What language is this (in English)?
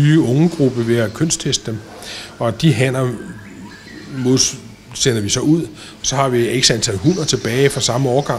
Danish